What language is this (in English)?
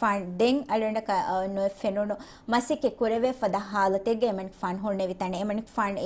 Divehi